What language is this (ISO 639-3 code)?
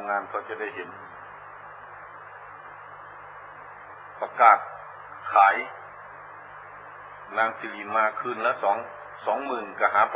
tha